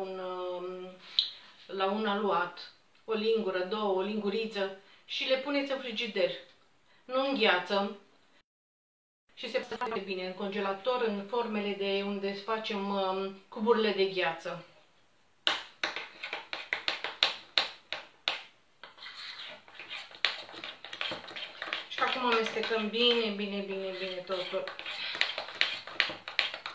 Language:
Romanian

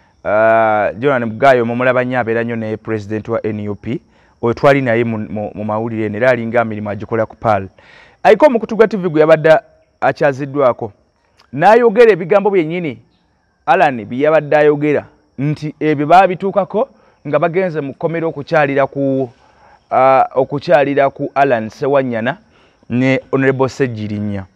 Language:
Ganda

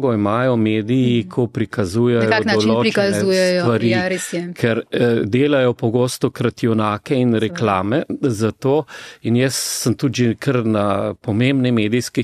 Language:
Slovenian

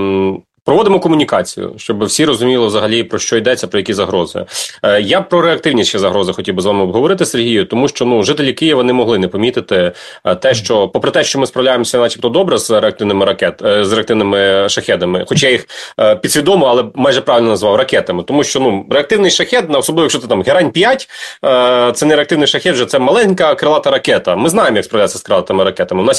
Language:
Ukrainian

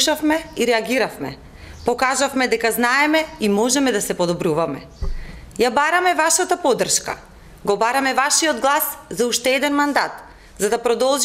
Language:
Macedonian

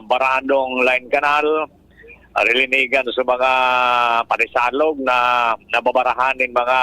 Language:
Bikol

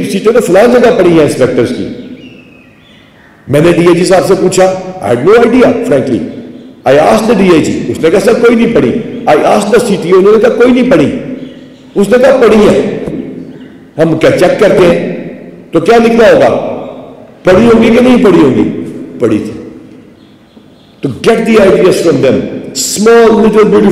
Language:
Urdu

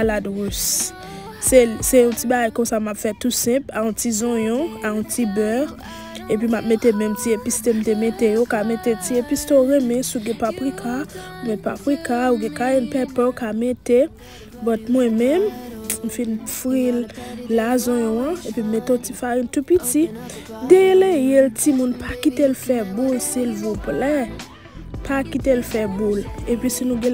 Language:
Haitian Creole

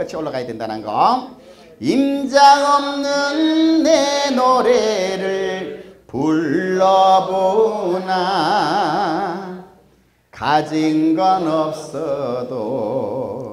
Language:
Korean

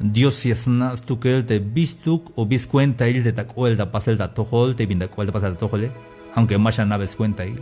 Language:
Tzeltal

